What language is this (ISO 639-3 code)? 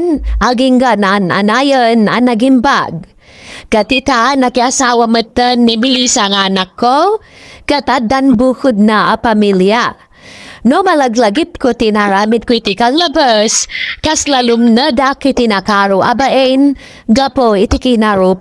ilo